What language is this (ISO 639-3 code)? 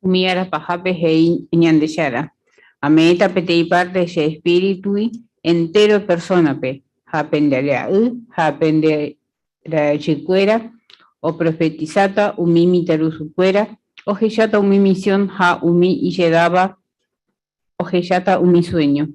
grn